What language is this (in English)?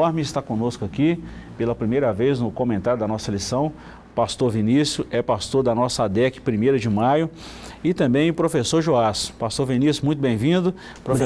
Portuguese